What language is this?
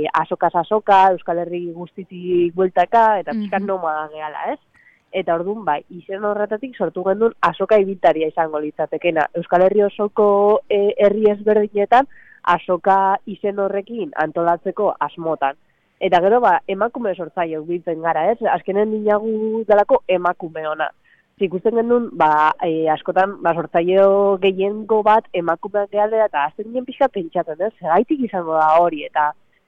Basque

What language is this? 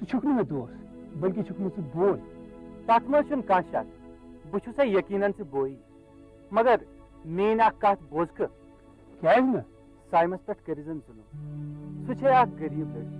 Kashmiri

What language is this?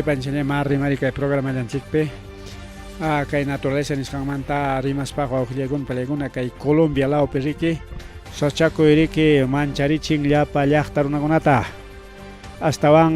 Ayacucho Quechua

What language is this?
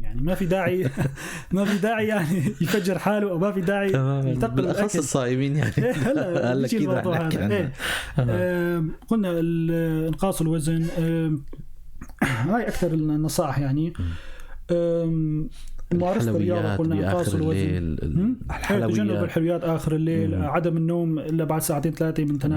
North Levantine Arabic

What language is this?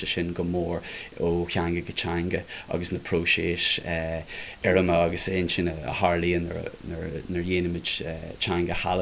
Irish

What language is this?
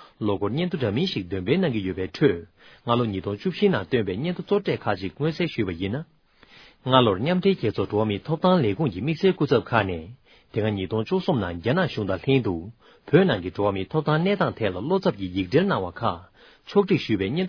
Tibetan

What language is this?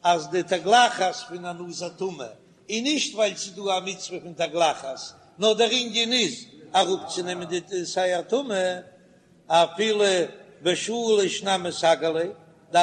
Yiddish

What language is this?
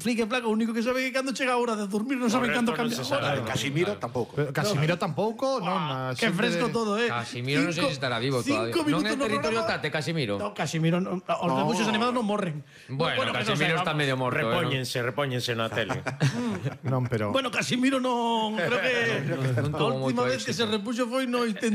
Galician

